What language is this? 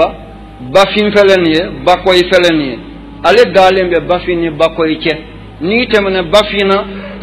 Wolof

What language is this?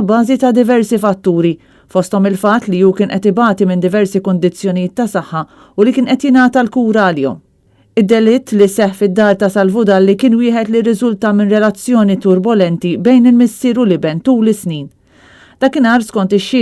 Maltese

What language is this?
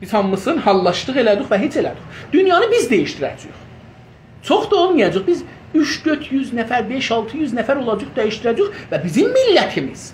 South Azerbaijani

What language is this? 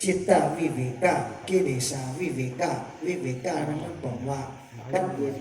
Shan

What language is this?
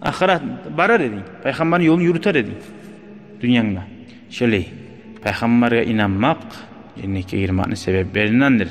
Kumyk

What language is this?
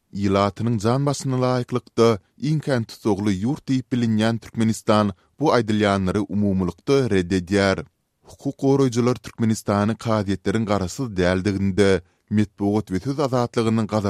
Turkmen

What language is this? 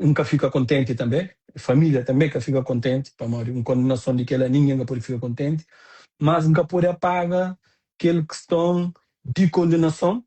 Kabuverdianu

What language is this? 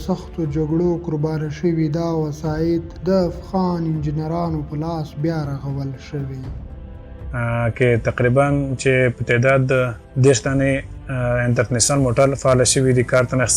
Pashto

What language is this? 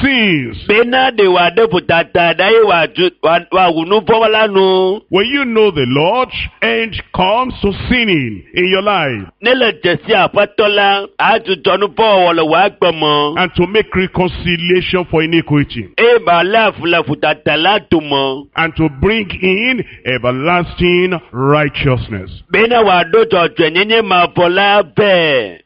Ewe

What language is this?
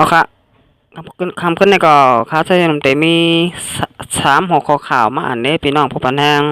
Shan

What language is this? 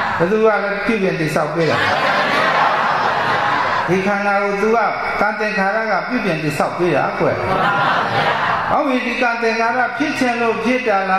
Burmese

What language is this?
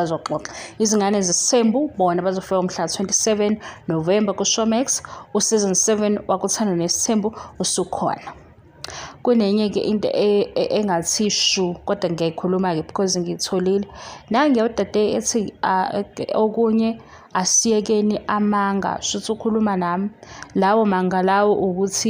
Zulu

